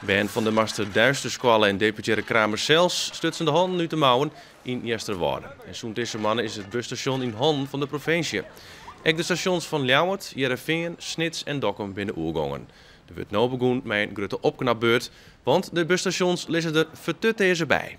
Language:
Western Frisian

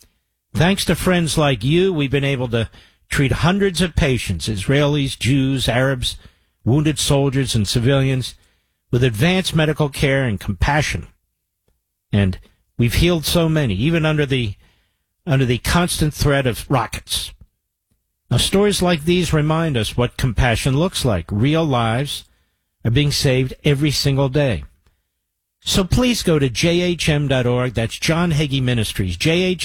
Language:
English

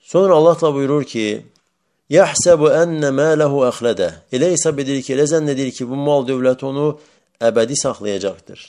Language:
Azerbaijani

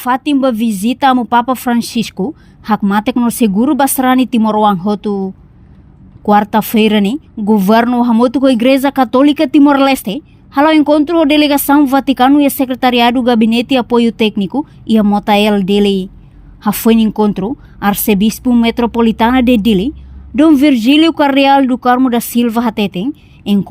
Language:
Tetum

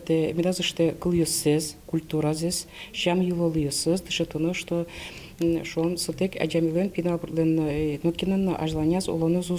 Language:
Udmurt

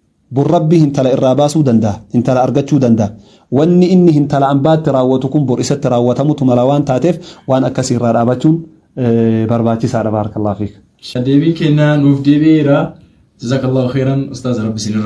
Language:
Oromo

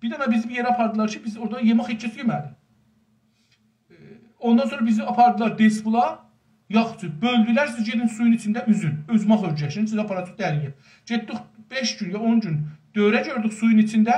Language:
South Azerbaijani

